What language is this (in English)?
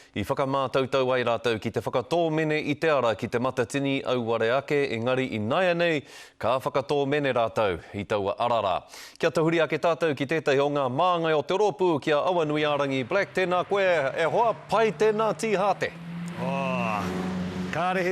Māori